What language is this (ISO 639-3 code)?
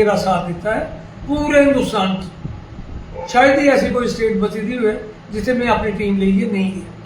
doi